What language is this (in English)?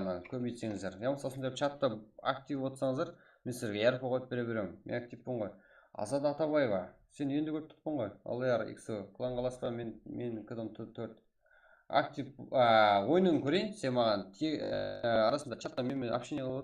Kara-Kalpak